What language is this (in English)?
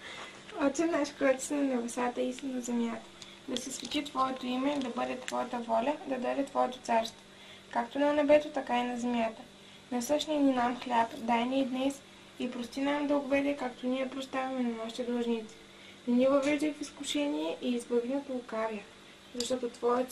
Bulgarian